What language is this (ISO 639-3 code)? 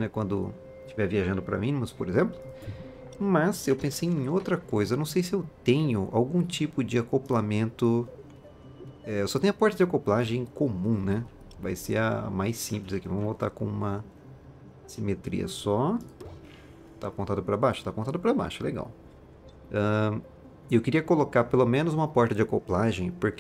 por